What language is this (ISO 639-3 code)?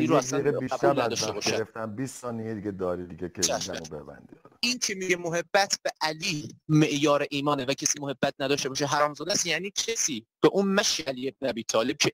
fas